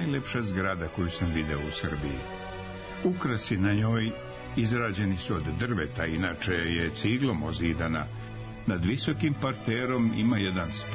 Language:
Serbian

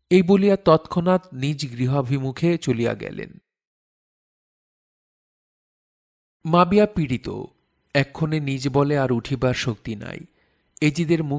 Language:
Bangla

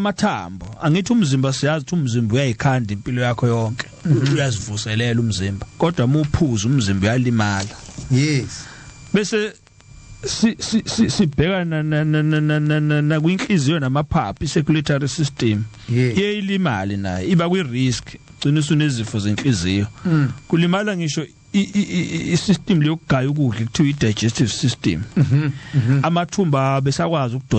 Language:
Zulu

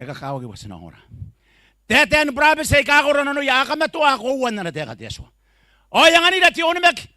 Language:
Gilbertese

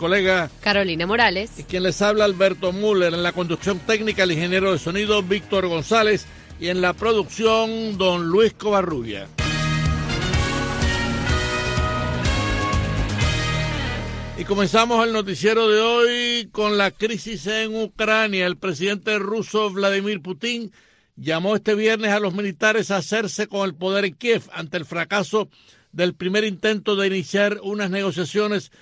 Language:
Spanish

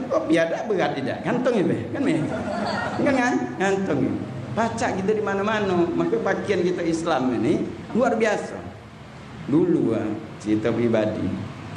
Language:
Musi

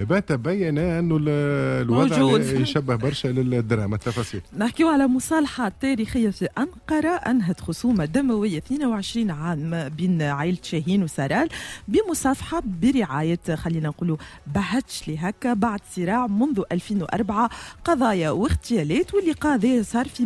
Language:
Tunisian Arabic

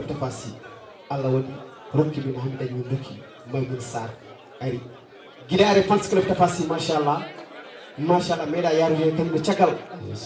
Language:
Fula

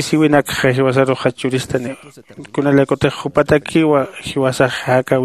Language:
Aymara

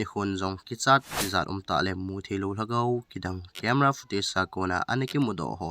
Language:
Thado Chin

